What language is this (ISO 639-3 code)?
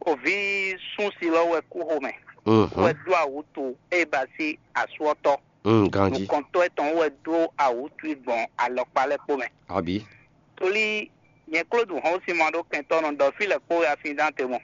fon